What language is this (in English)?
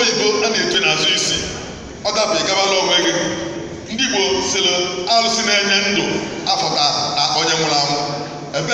Igbo